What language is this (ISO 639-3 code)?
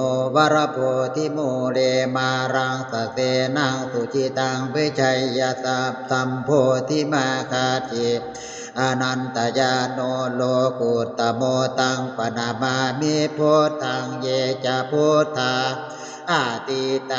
pli